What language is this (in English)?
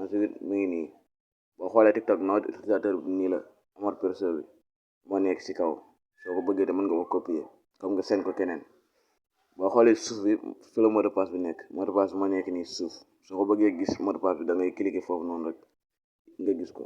Wolof